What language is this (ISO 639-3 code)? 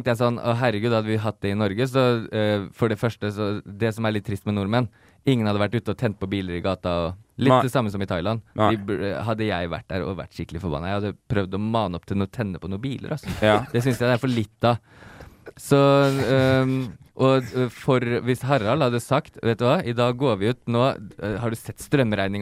nor